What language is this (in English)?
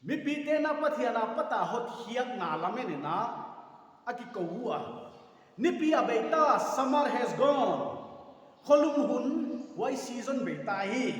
Paite Chin